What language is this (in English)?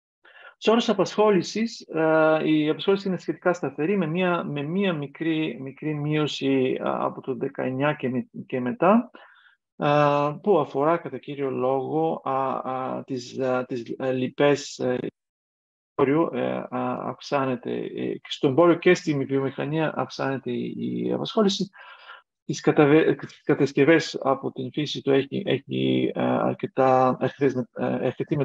Greek